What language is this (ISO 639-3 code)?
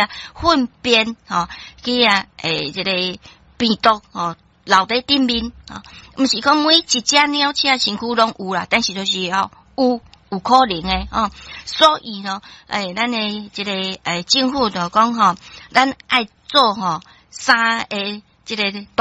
nan